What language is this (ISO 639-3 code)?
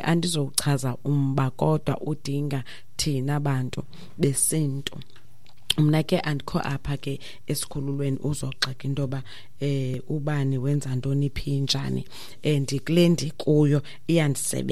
xho